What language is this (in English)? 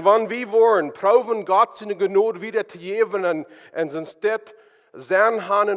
Plautdietsch